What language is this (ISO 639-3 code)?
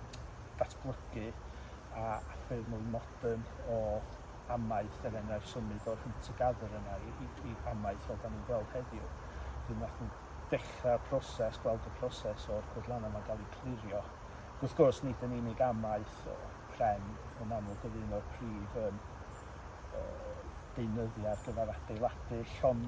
cym